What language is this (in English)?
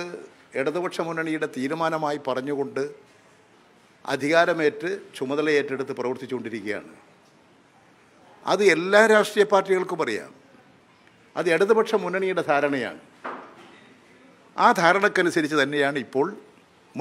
Malayalam